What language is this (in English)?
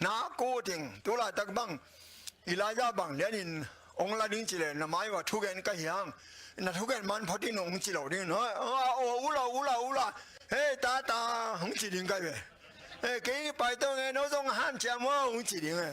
Tedim Chin